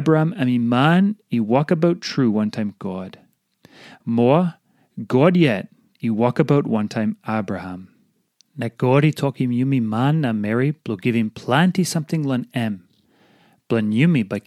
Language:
Tok Pisin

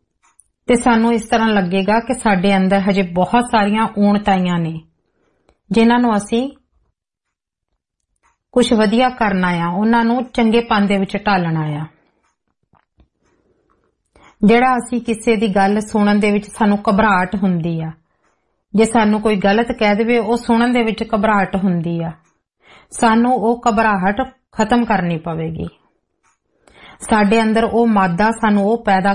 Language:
Punjabi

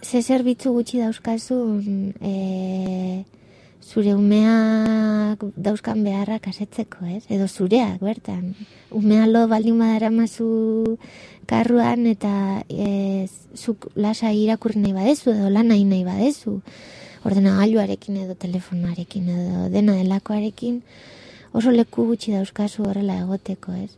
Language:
Basque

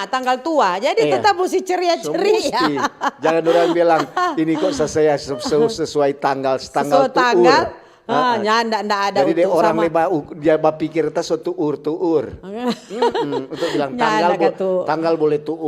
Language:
Manado Malay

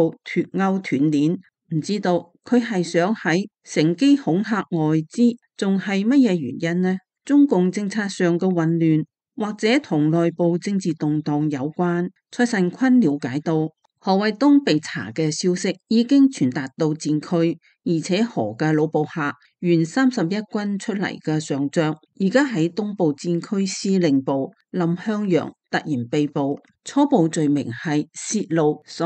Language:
Cantonese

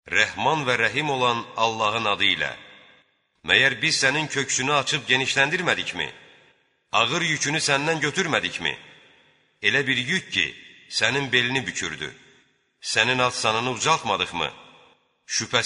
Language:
Azerbaijani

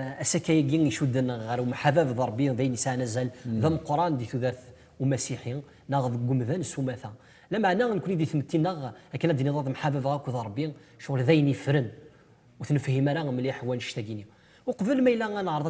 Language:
Kabyle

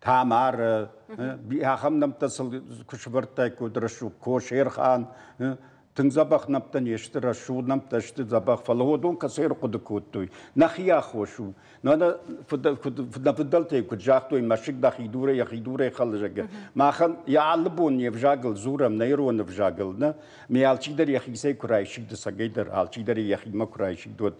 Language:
Ossetic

